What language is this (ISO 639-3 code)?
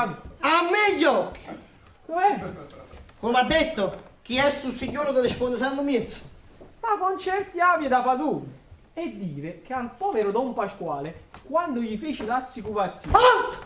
nap